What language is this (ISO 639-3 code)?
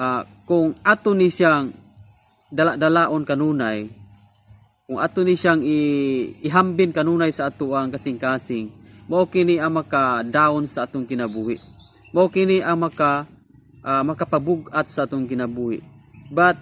ceb